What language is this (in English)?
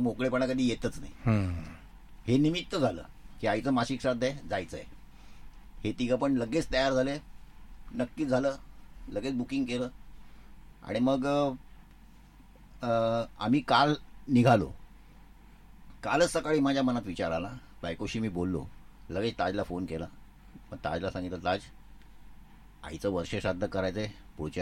Marathi